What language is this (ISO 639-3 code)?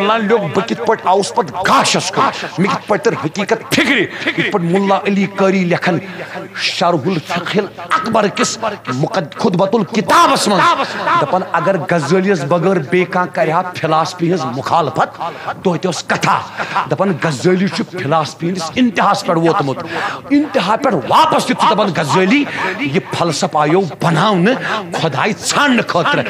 kas